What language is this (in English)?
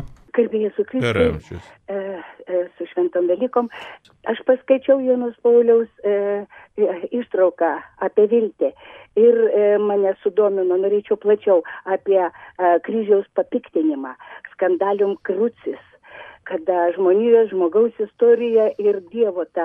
Lithuanian